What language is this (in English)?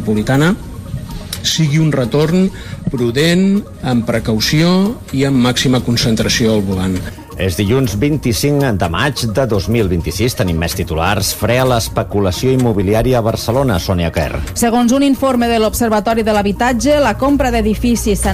Catalan